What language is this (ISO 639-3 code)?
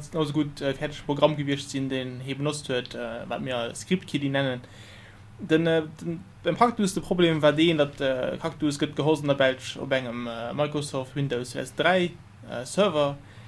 ltz